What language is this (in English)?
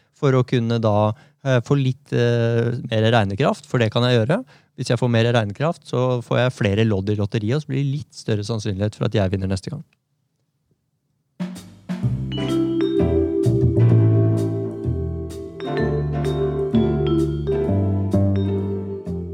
Norwegian